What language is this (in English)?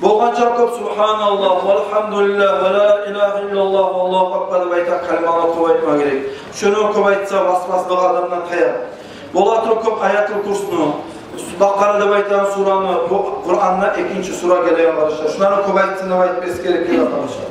Kumyk